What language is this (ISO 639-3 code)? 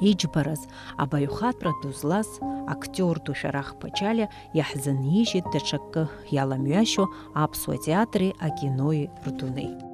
abk